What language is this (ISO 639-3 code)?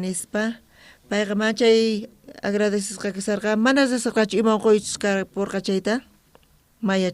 quh